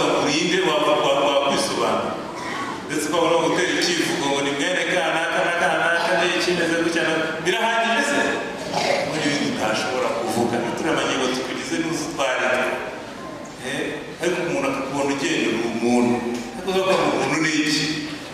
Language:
Kinyarwanda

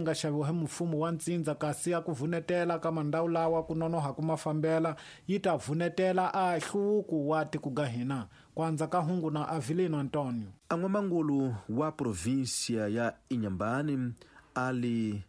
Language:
Tsonga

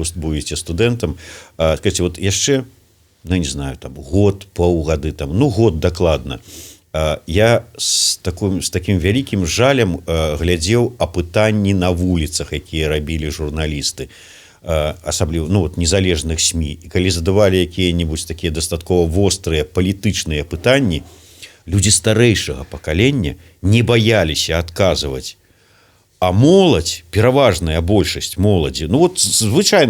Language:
Belarusian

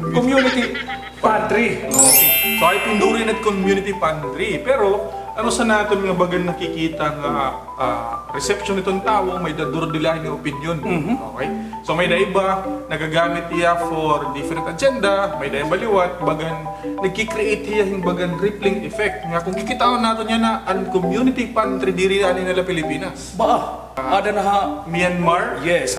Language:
Waray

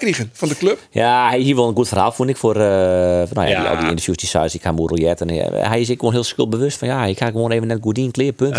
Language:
Western Frisian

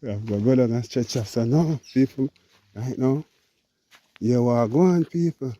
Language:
Jamaican Creole English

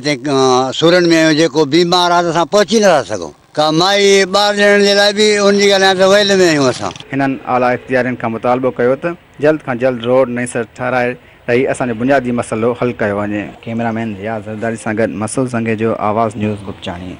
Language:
Sindhi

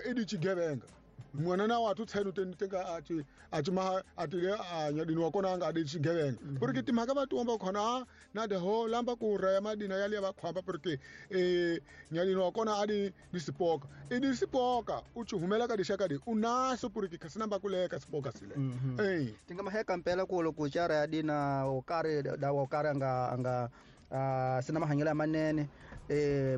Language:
Tsonga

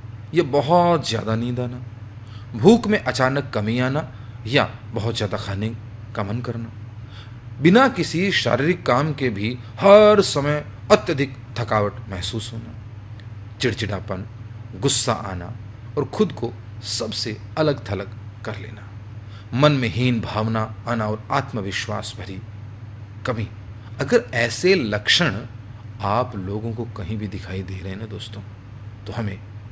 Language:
Hindi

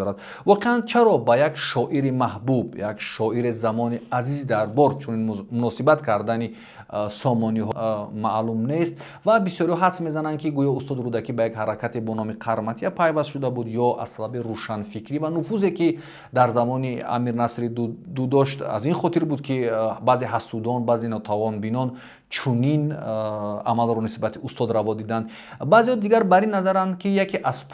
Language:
Tajik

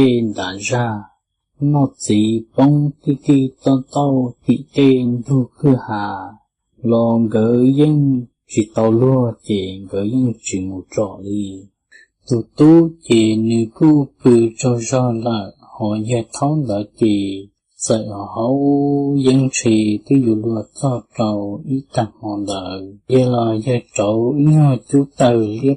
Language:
Hmong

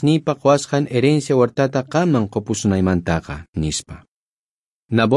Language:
South Bolivian Quechua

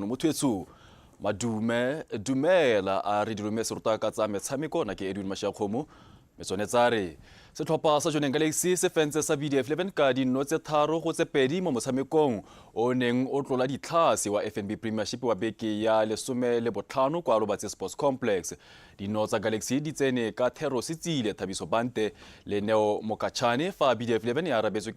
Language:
Tswana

